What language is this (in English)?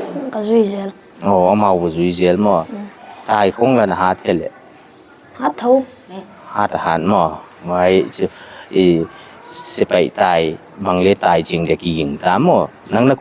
Paite Chin